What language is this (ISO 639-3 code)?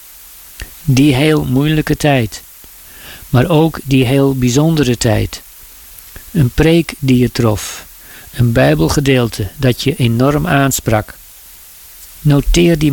nld